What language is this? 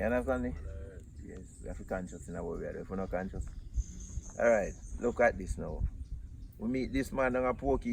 Jamaican Creole English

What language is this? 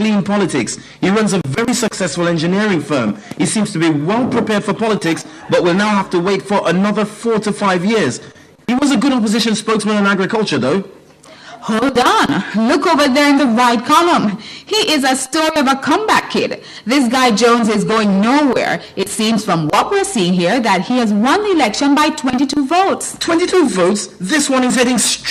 Jamaican Creole English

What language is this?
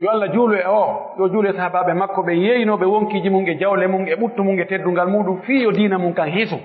Pular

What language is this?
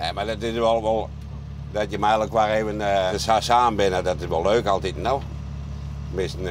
Western Frisian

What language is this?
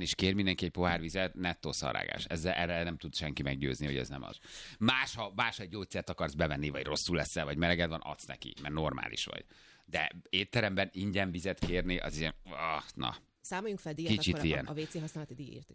Hungarian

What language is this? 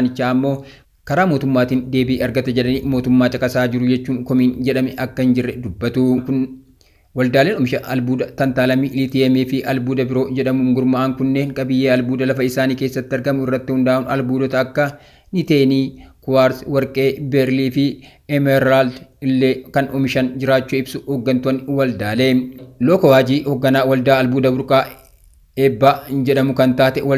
Oromo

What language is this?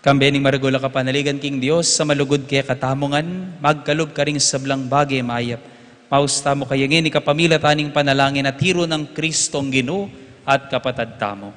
Pampanga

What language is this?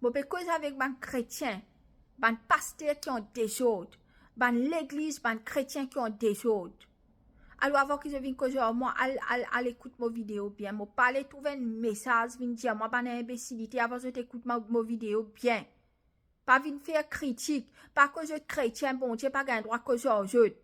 Morisyen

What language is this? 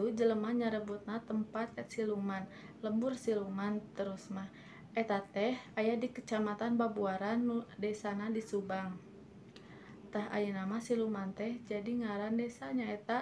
Sundanese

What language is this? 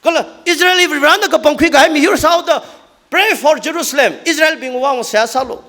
Tangkhul Naga (India)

